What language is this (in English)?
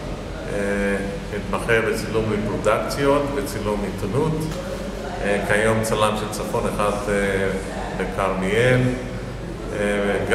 Hebrew